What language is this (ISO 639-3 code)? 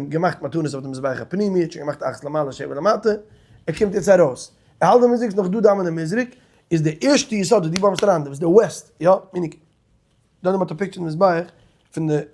yid